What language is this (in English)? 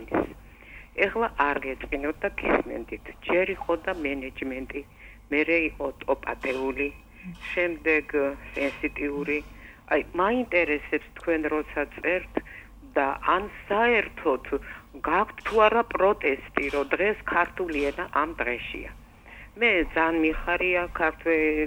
Georgian